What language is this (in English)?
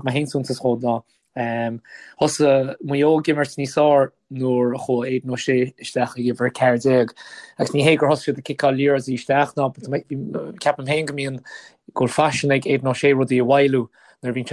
Irish